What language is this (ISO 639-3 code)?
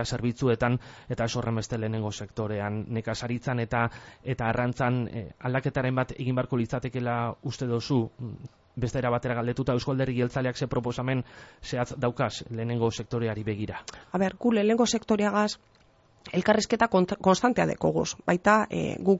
eus